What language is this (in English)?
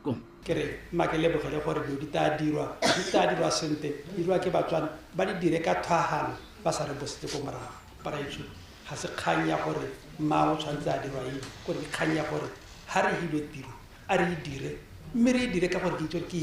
Tswana